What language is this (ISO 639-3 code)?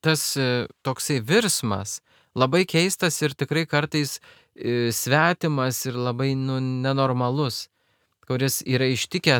lit